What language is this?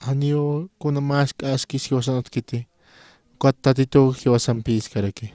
Aymara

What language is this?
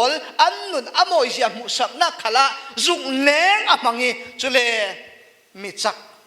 Falam Chin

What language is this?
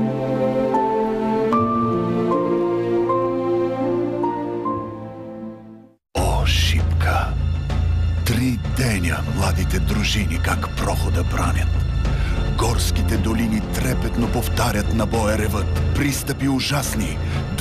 Bulgarian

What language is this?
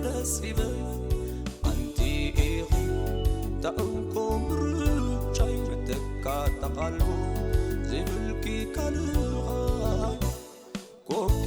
Tigrinya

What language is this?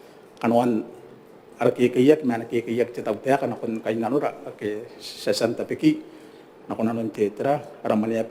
Gilbertese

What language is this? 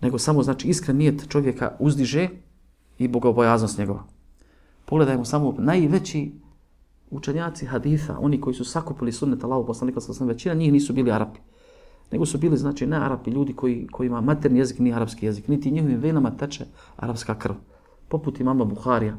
Bosnian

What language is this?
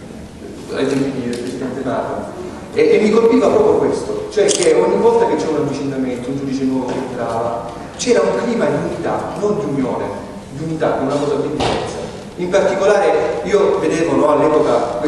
Italian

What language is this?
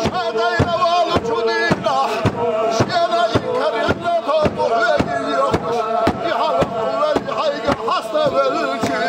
Chechen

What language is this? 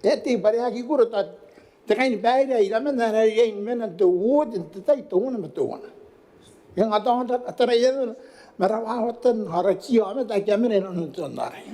Gilbertese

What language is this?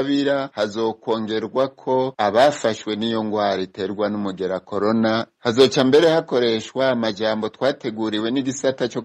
Rundi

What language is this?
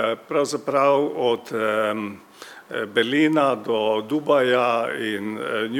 Slovenian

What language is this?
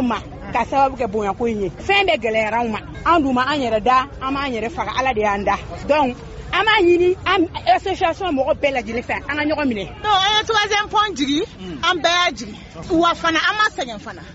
Bambara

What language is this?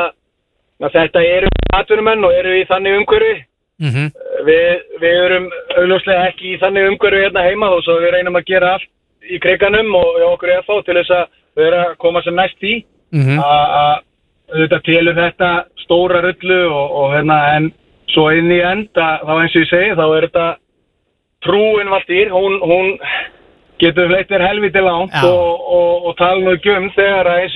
Icelandic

